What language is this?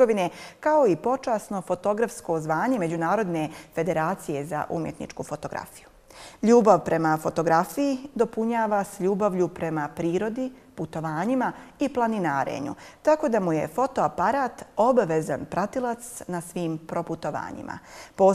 Bosnian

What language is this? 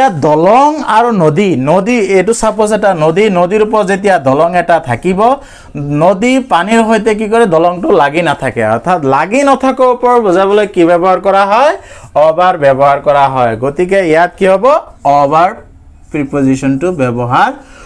Assamese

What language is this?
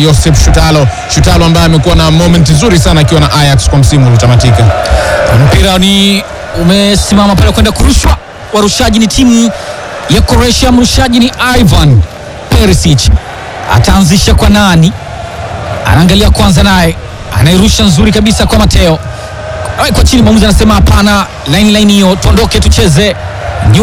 Swahili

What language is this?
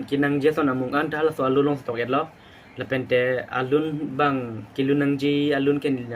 Karbi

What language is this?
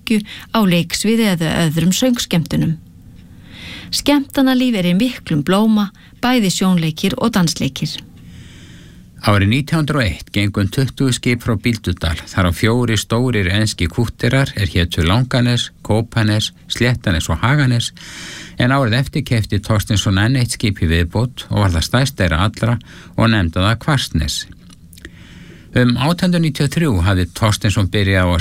Icelandic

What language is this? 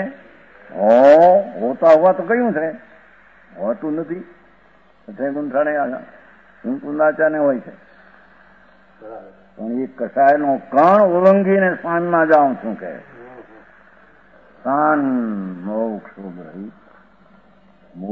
Gujarati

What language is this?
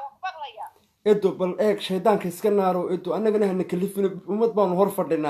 Somali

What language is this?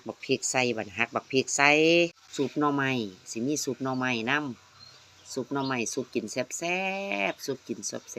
Lao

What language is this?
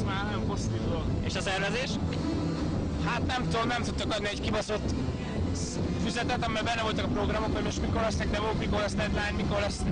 Hungarian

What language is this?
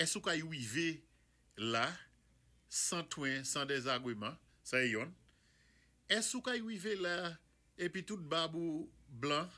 Saint Lucian Creole French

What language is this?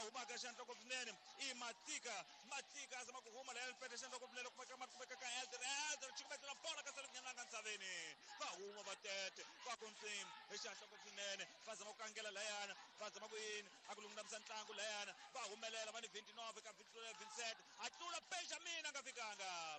Tsonga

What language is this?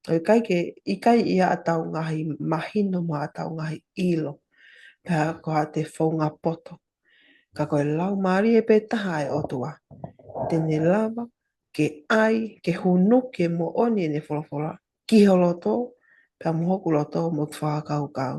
Tongan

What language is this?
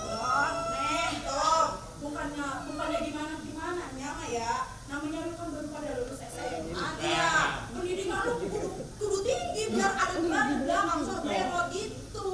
Betawi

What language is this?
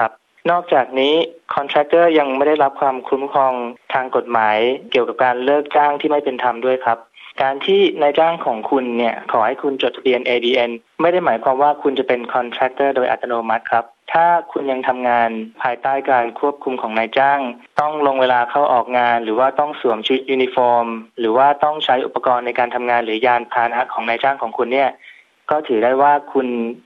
Thai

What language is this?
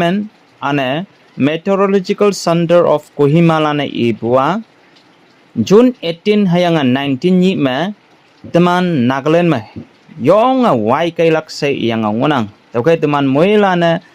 Konyak Naga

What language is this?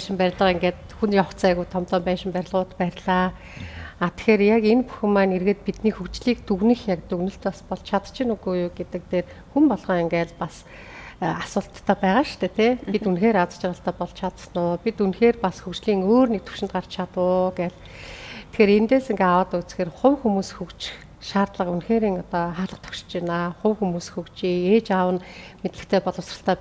Mongolian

